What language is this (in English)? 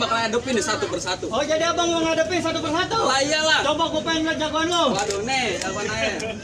Betawi